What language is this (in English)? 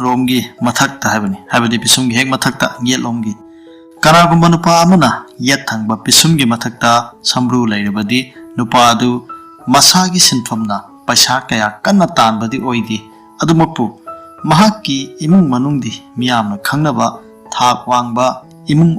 Manipuri